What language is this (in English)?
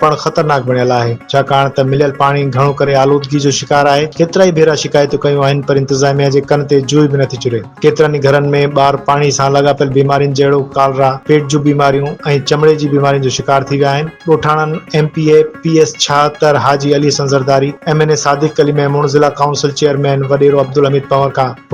Sindhi